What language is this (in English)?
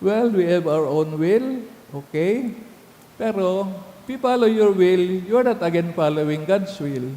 Bikol